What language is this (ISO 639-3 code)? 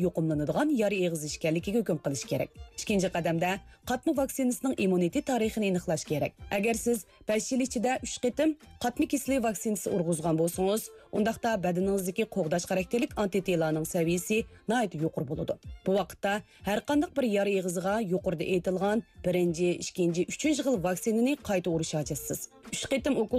uig